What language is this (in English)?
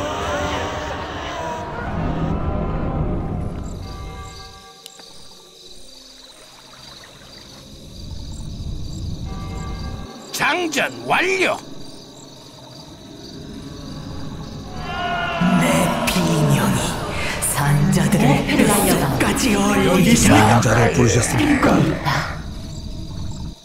Korean